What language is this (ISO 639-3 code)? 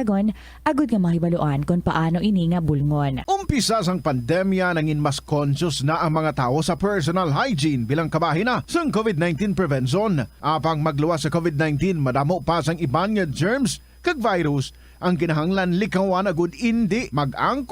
hil